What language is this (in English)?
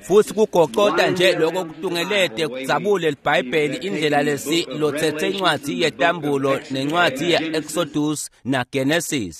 Swati